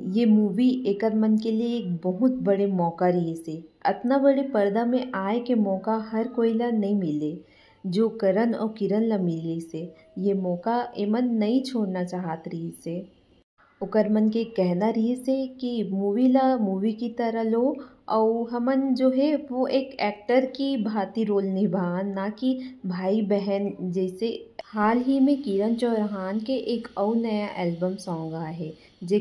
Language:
Chhattisgarhi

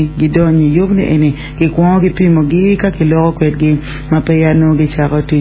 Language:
Acoli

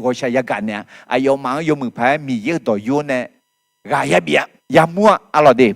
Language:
Akha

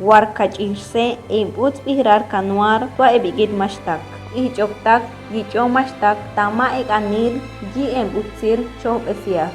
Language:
Chortí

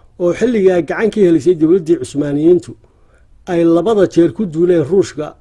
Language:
Somali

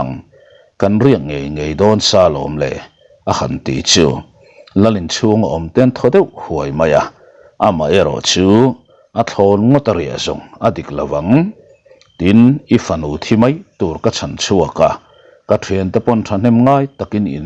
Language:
Mizo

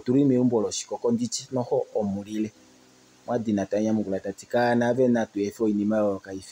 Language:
Kuanyama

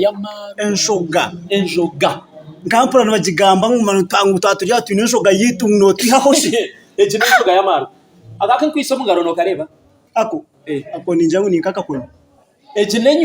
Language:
Nyankole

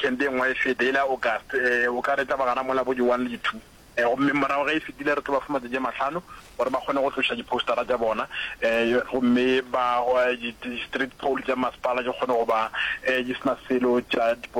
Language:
Northern Sotho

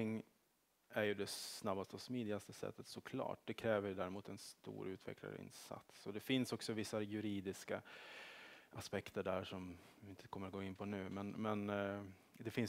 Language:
Swedish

